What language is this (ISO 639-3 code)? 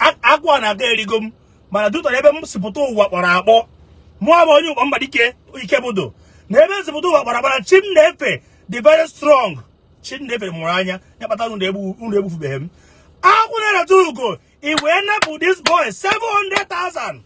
ibo